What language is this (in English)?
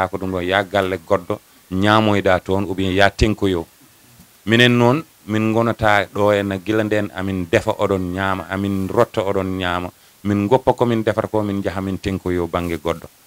Fula